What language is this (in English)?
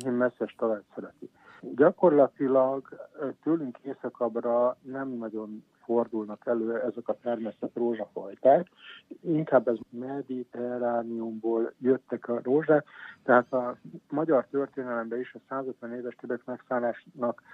Hungarian